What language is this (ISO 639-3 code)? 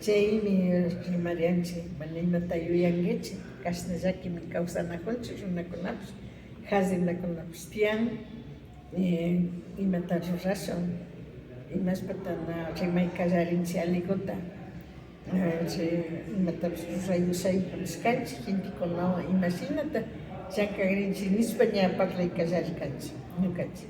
qvi